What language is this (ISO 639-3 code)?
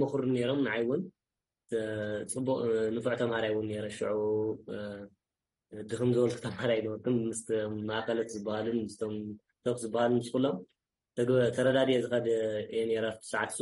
tir